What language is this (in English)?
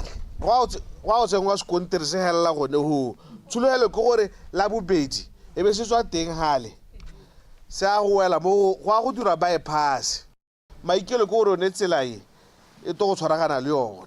Tswana